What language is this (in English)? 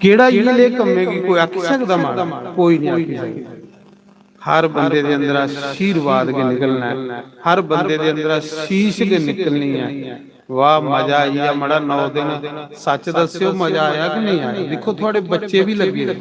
Dogri